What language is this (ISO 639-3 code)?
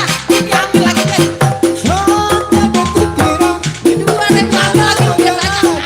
bew